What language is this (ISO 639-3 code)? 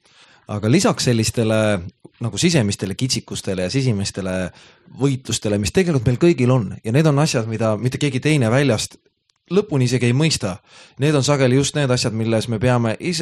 est